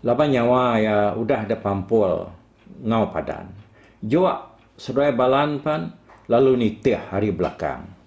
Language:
Iban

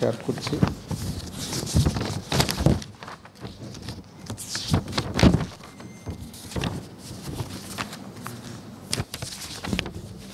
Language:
Bangla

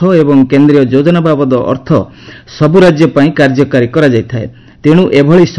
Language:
Odia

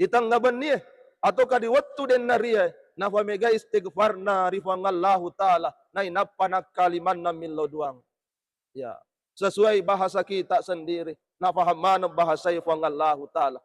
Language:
Buginese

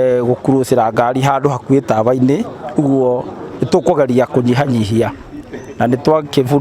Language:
Kikuyu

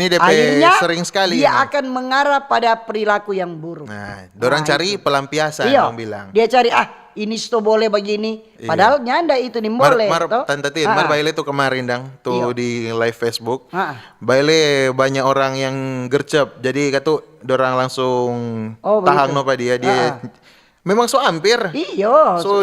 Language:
Manado Malay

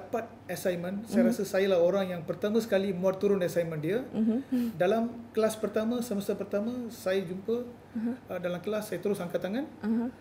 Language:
Malay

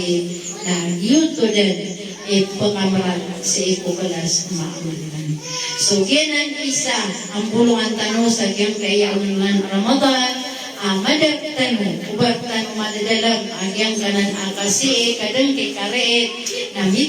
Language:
Maranao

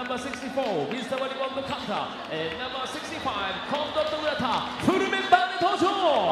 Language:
Japanese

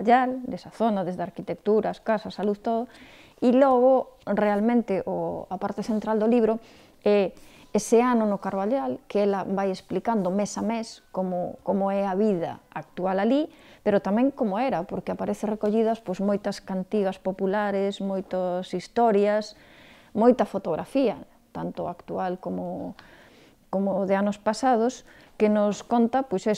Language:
Galician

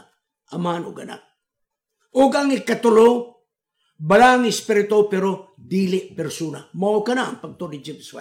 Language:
Cebuano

